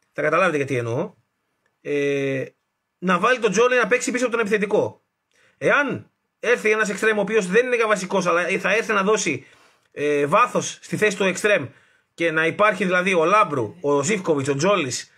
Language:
Greek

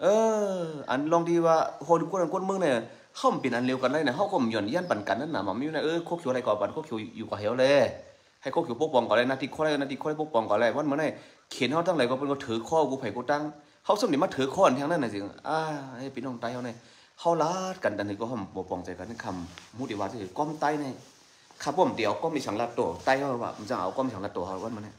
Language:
Shan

